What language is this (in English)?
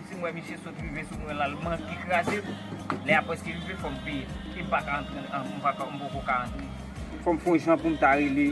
Haitian Creole